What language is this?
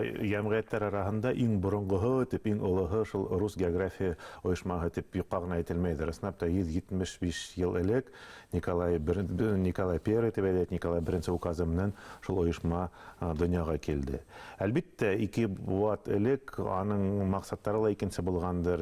Bashkir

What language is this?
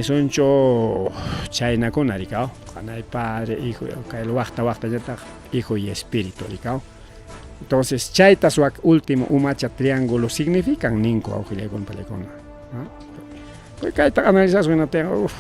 Ayacucho Quechua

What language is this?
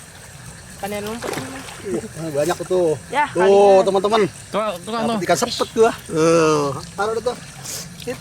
Betawi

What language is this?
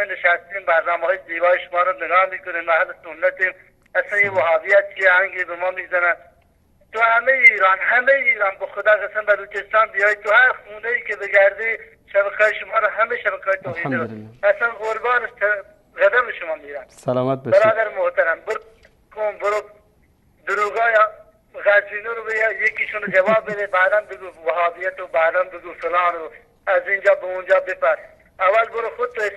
Persian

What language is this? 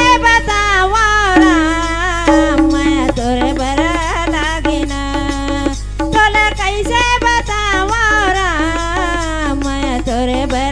Chhattisgarhi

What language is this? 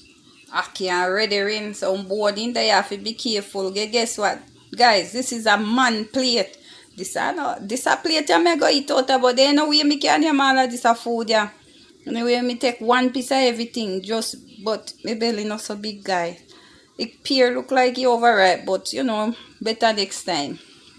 Jamaican Creole English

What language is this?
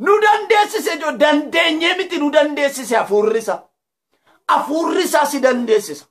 Oromo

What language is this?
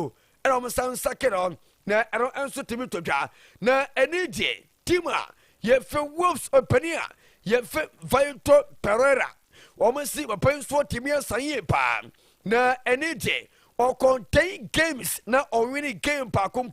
Akan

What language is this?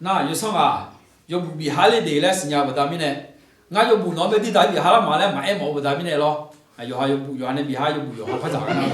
Akha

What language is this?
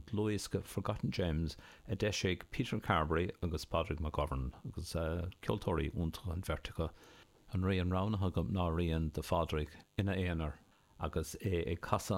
Irish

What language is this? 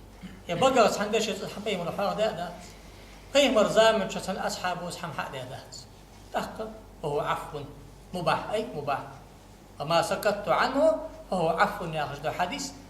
Ingush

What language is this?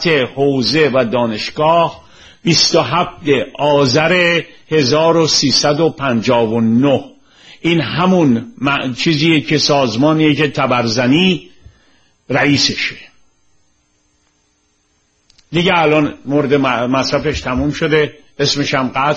Persian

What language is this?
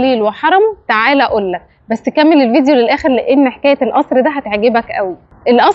Egyptian Arabic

